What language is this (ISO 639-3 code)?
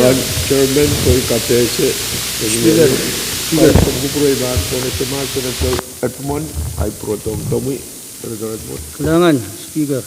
pon